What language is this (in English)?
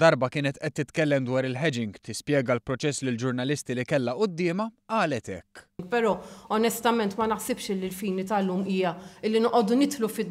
Maltese